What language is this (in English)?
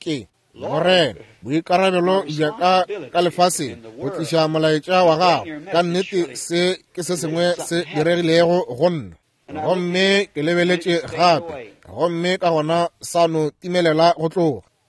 Northern Sotho